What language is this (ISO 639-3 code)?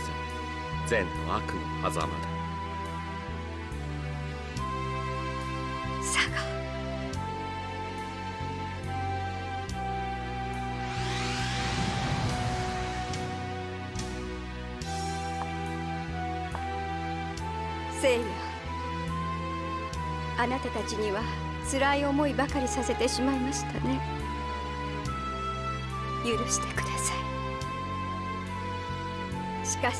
jpn